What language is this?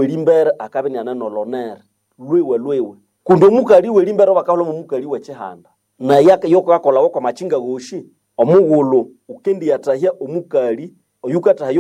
Nande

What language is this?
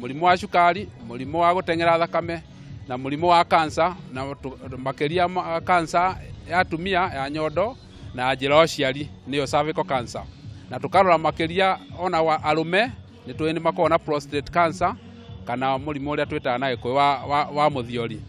Kikuyu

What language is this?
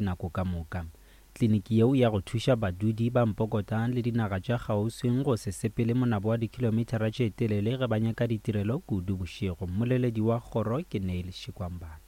Northern Sotho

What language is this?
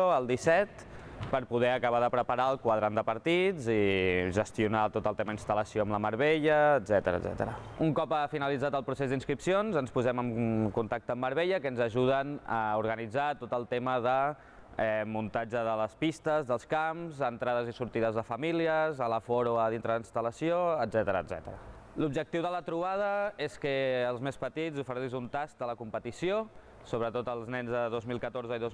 Catalan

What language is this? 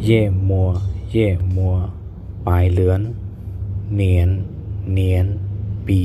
Shan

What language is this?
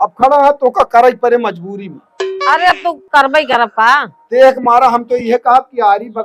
Awadhi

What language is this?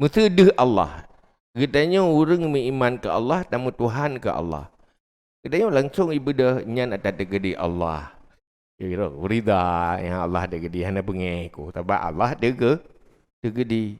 Achinese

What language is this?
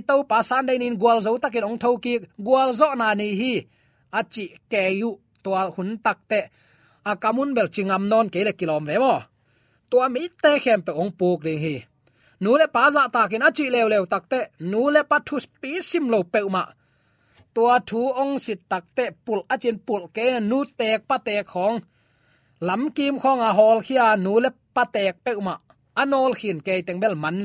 Tedim Chin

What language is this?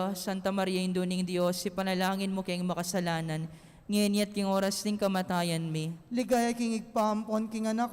Pampanga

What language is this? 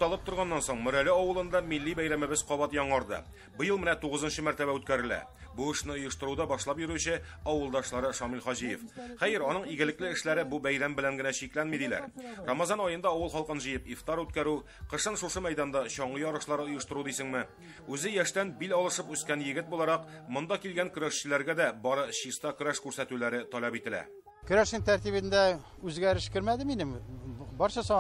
Tatar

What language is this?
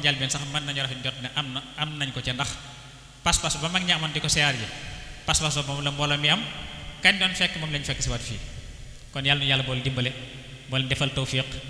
Wolof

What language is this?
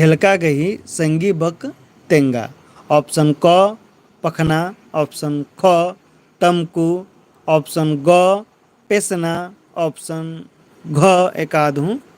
Kurukh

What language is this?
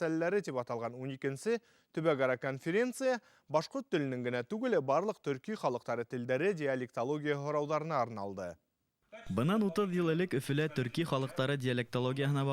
Bashkir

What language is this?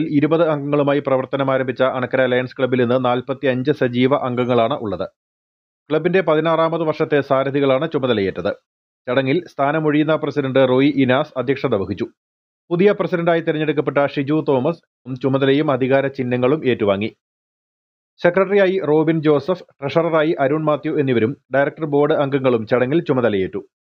Malayalam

